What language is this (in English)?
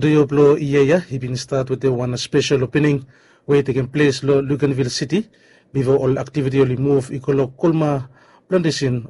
Bislama